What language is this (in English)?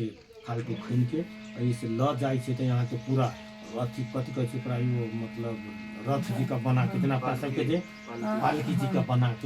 Maithili